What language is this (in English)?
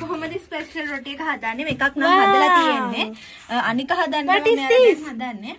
Sinhala